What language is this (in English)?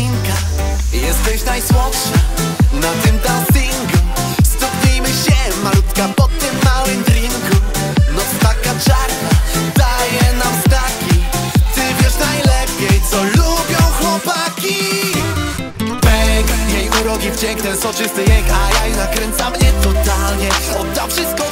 Polish